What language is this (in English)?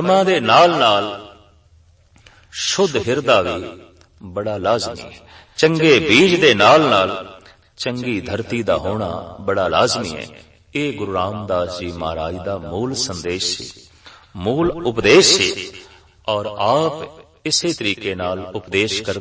Punjabi